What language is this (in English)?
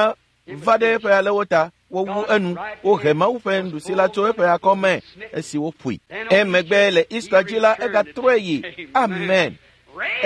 Ewe